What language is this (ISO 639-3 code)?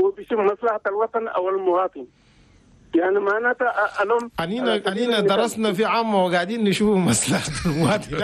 shu